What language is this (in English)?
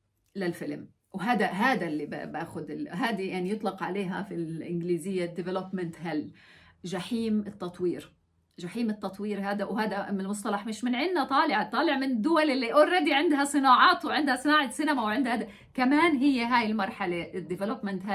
North Levantine Arabic